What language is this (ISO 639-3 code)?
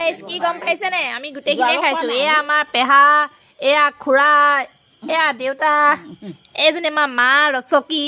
asm